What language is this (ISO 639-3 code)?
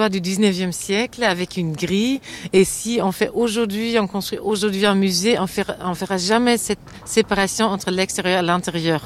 fra